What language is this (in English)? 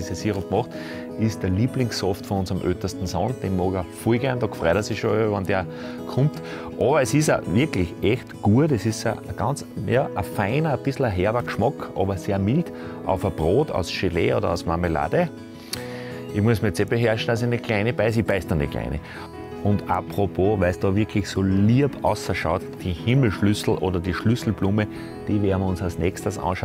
German